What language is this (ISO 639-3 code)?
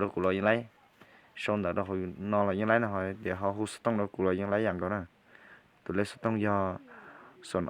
hmn